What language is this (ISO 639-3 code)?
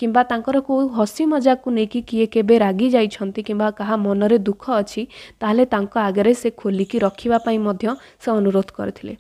ori